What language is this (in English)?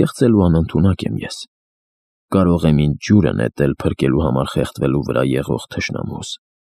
Armenian